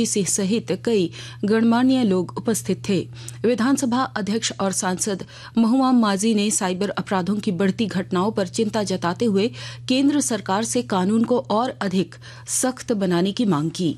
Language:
Hindi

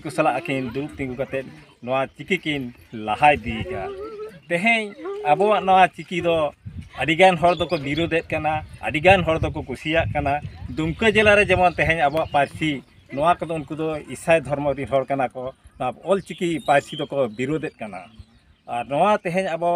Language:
Santali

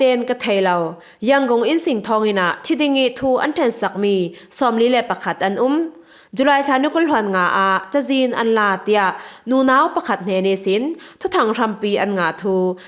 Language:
Falam Chin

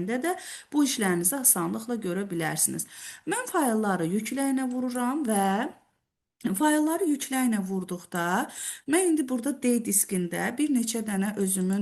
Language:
Azerbaijani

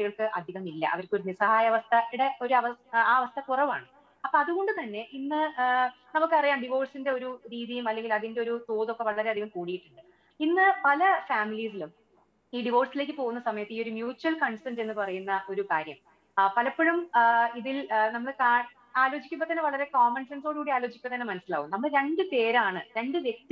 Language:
Malayalam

